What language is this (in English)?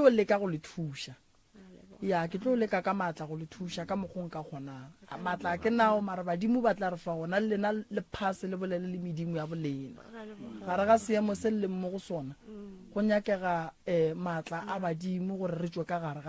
Northern Sotho